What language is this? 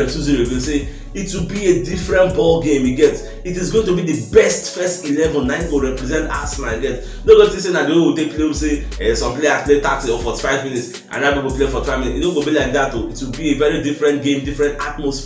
Nigerian Pidgin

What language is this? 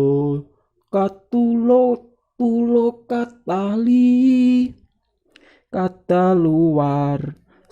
Javanese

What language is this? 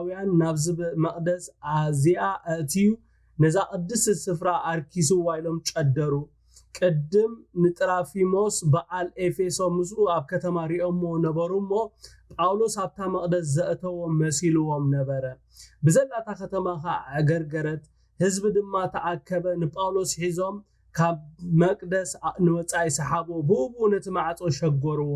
Tigrinya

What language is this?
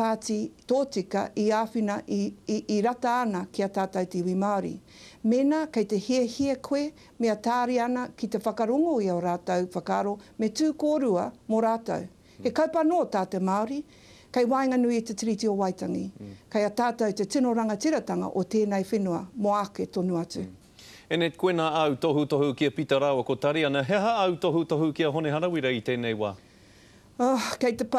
Māori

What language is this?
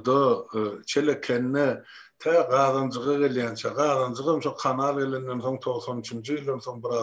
Turkmen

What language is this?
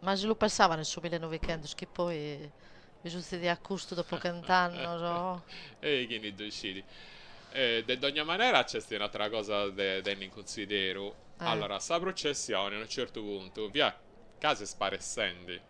Sardinian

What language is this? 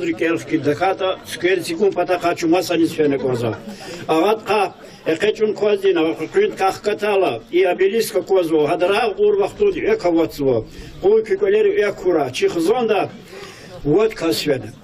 Lezghian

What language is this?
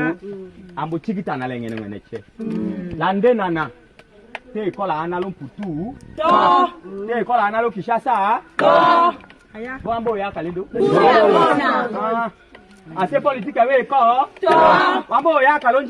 Tetela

